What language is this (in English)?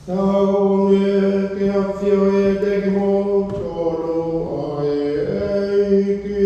Tongan